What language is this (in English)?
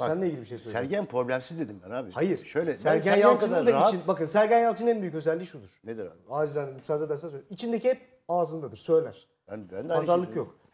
Turkish